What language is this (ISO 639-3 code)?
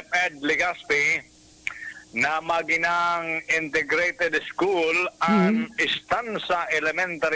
bik